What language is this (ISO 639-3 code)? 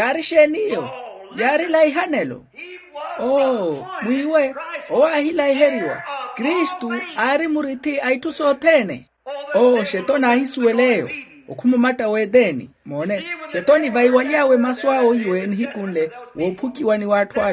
vmw